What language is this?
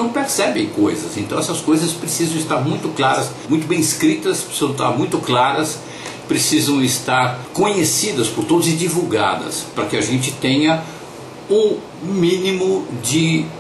Portuguese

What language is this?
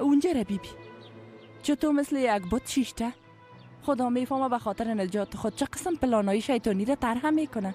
Persian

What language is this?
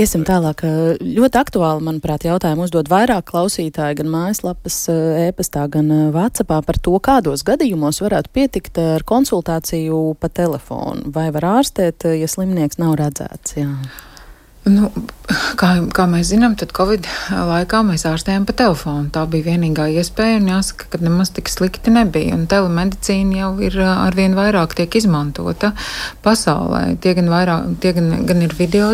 Latvian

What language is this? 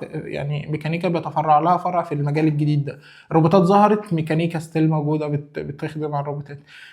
Egyptian Arabic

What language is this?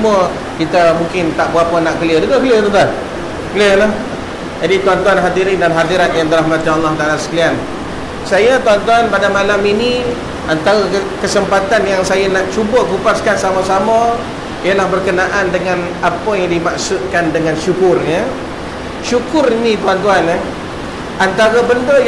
Malay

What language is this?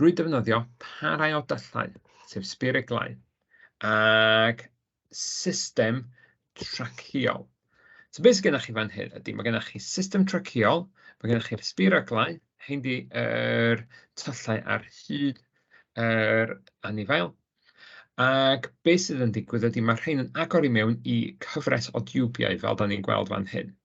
Welsh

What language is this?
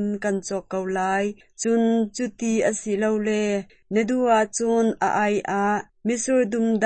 Hakha Chin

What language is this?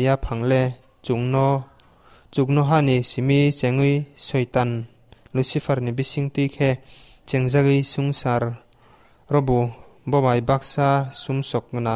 Kok Borok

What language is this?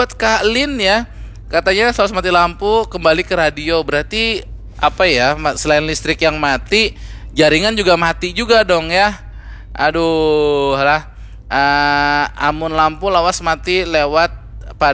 Banjar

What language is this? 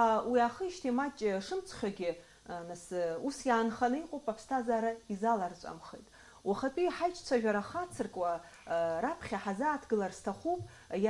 Abkhazian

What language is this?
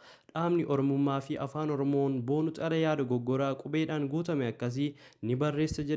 Oromo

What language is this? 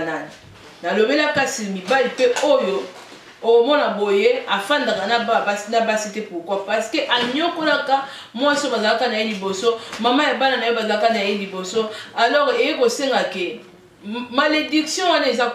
Lingala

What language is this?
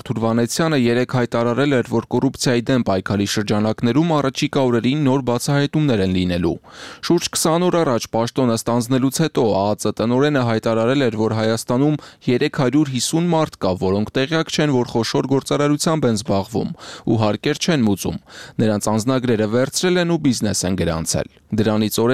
Armenian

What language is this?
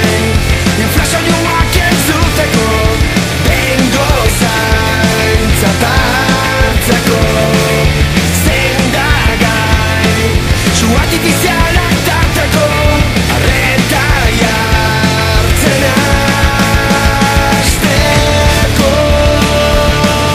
Basque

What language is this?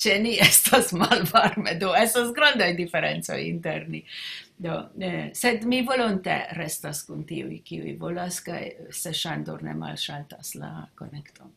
Esperanto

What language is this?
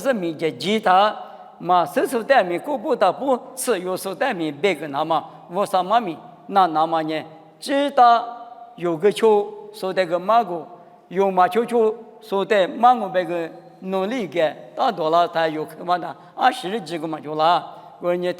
Lisu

